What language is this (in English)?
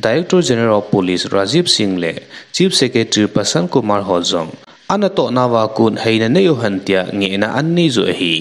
Thado Chin